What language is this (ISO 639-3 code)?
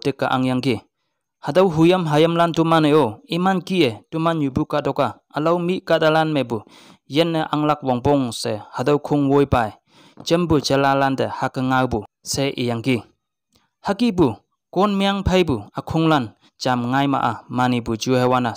nbe